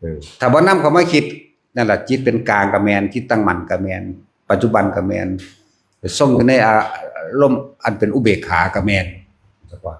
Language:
Northeastern Thai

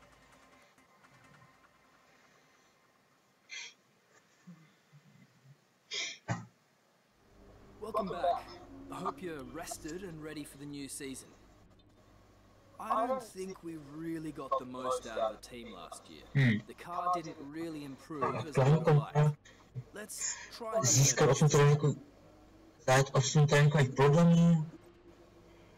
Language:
Czech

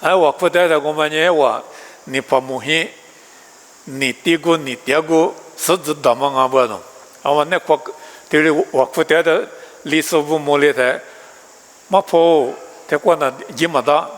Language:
Lisu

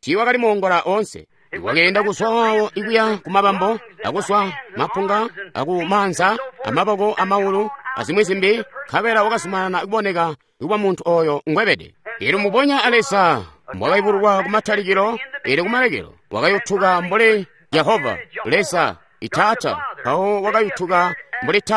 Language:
Tonga (Zambia)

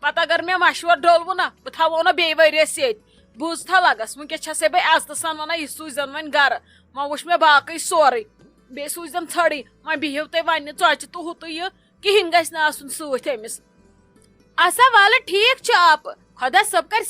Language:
Kashmiri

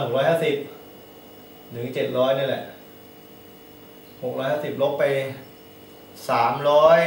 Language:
Thai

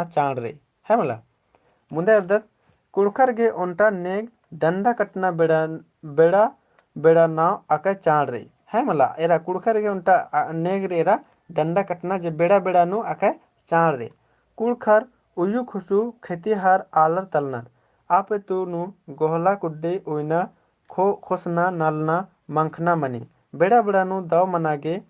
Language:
Kurukh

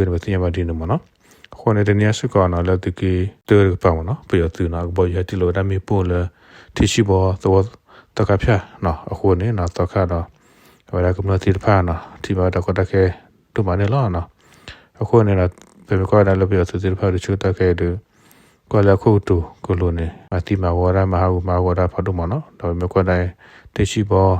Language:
S'gaw Karen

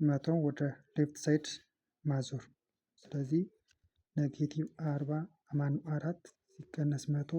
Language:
Amharic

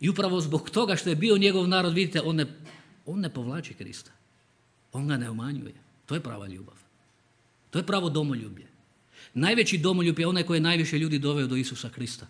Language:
Croatian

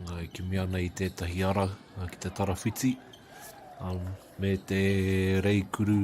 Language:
Māori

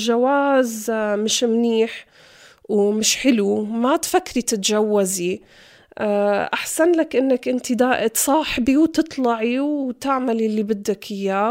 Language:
North Levantine Arabic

